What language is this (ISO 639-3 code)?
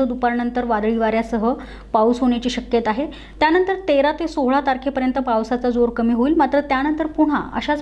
mar